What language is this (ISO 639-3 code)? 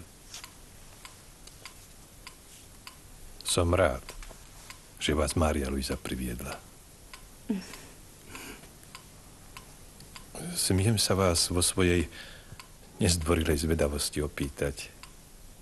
slk